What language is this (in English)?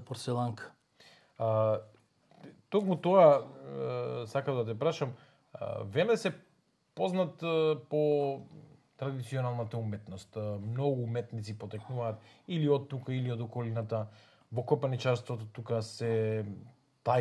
Macedonian